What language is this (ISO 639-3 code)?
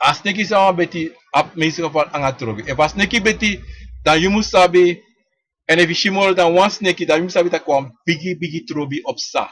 srn